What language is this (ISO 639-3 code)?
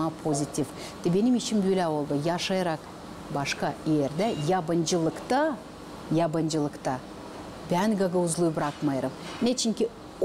gag